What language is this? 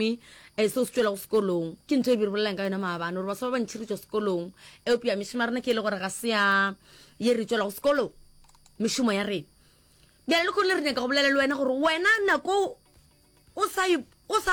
Northern Sotho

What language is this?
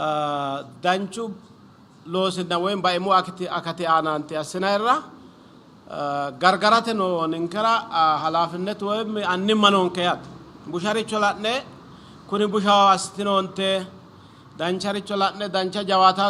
Sidamo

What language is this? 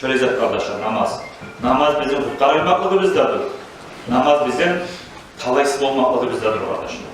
Kumyk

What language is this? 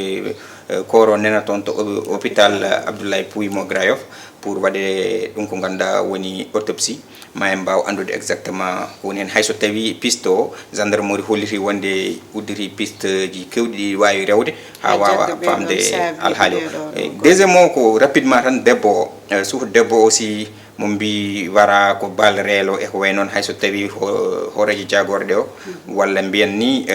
Fula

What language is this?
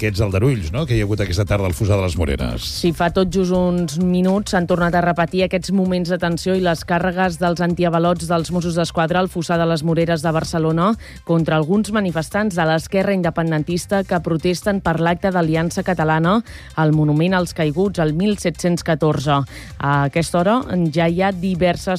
Catalan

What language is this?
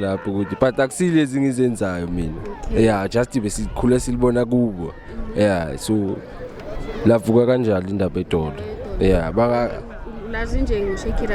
Zulu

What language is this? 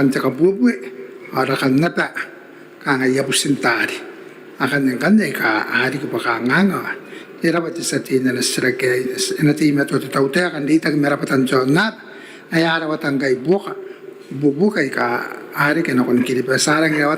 Gilbertese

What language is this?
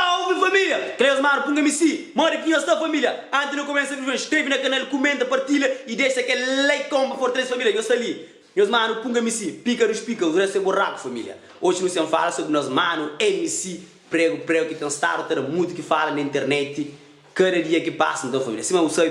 Kabuverdianu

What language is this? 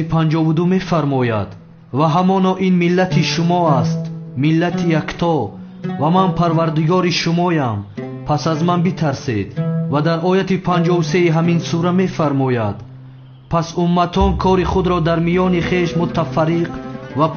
Tajik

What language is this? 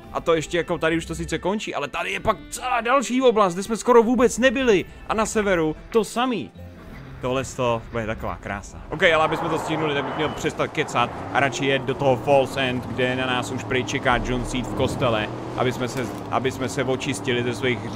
Czech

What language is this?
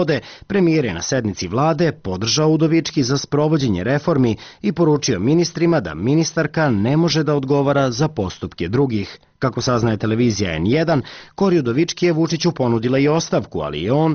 Serbian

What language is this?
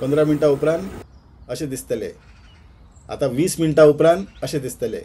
Konkani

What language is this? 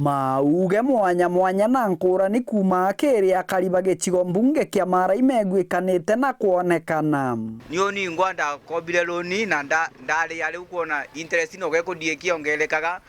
Meru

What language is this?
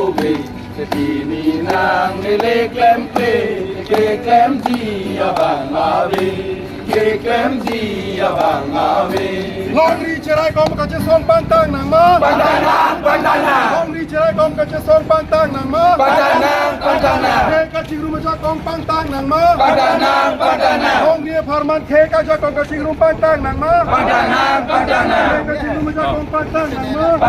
Karbi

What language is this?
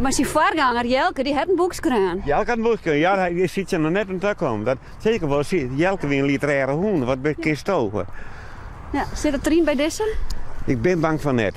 Western Frisian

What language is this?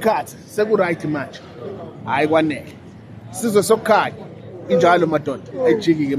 Zulu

